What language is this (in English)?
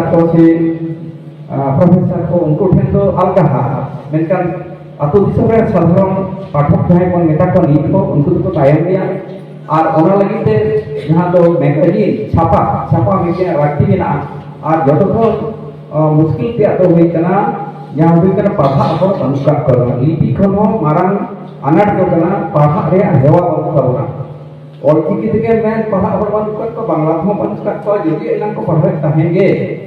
Santali